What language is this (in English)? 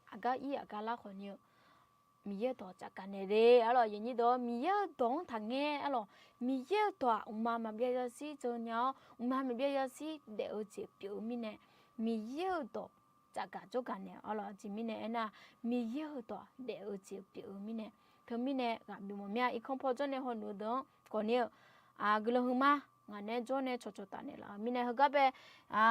Akha